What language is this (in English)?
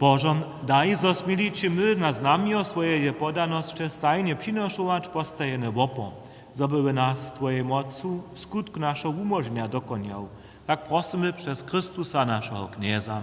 Upper Sorbian